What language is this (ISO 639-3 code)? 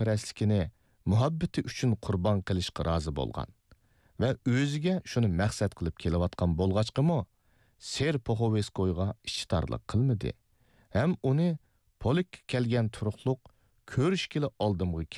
uig